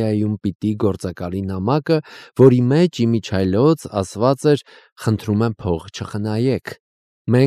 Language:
Armenian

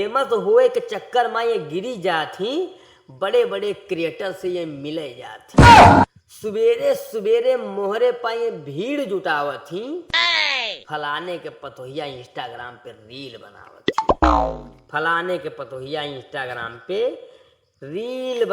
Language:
Awadhi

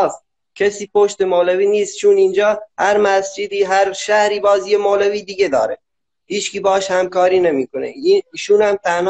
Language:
Persian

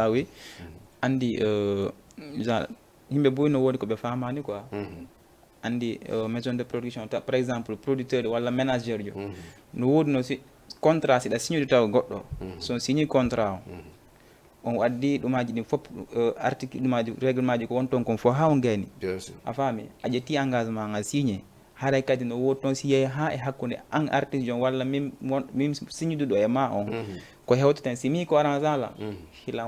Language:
Fula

